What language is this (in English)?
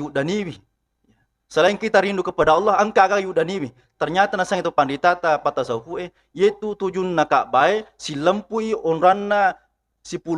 Buginese